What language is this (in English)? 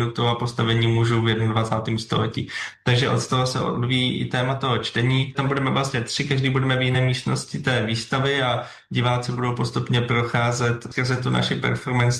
Czech